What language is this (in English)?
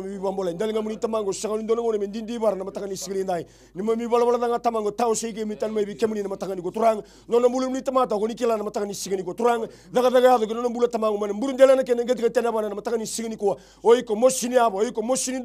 Fijian